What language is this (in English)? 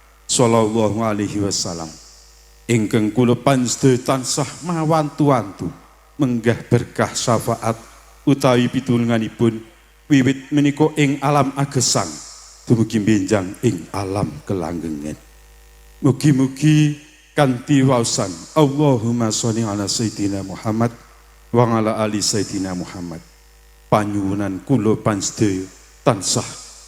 Javanese